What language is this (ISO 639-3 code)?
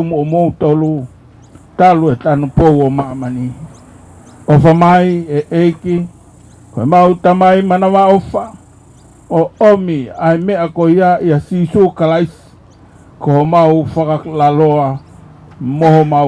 ton